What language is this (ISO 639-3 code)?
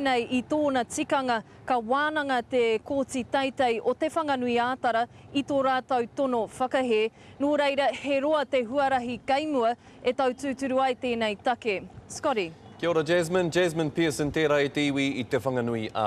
mri